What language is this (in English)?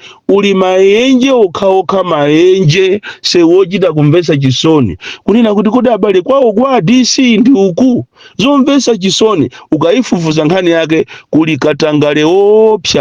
Nyanja